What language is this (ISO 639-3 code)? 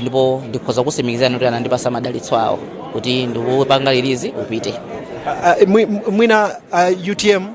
nya